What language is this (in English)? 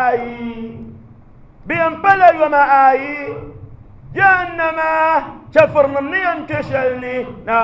Dagbani